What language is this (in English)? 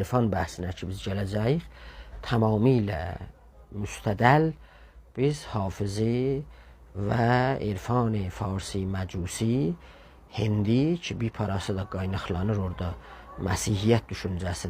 South Azerbaijani